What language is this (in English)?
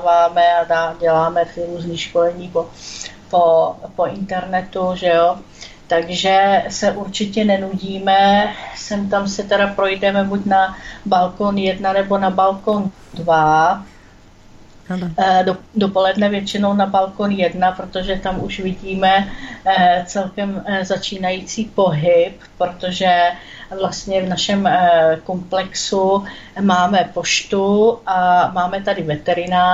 Czech